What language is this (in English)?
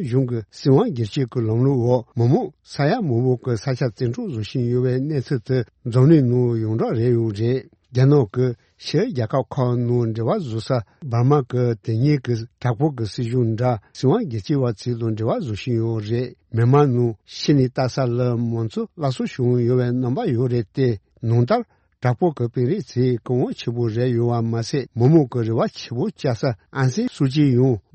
Tibetan